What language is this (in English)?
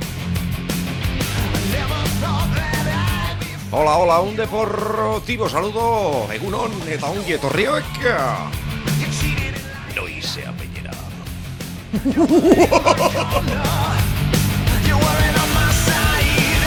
Basque